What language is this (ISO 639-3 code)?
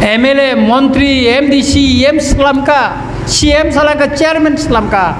trp